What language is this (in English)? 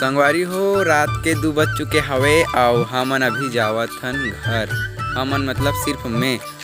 Chhattisgarhi